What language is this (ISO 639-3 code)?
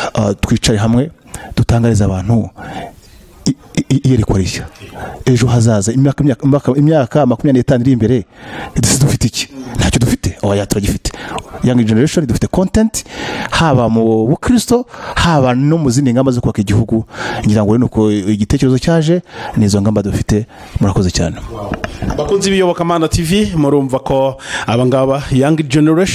kin